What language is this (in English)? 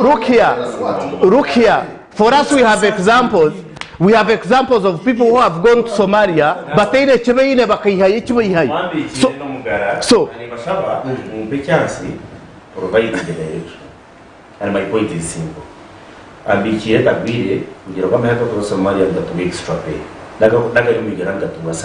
Nyankole